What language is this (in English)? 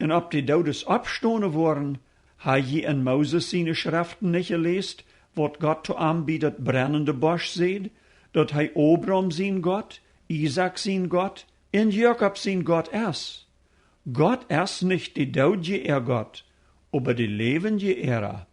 Plautdietsch